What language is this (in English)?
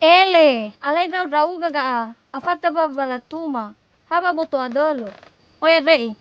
Nias